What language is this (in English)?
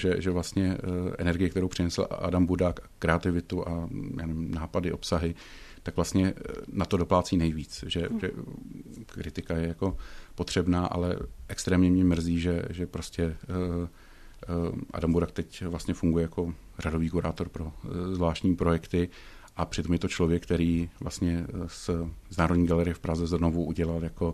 Czech